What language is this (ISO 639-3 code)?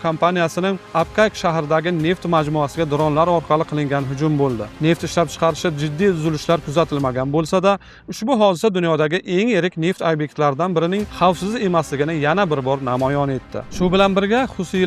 uzb